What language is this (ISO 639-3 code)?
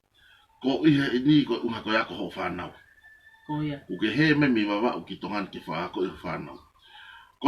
ton